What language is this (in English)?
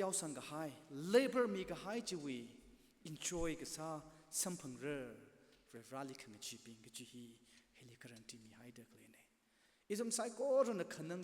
Tangkhul Naga (India)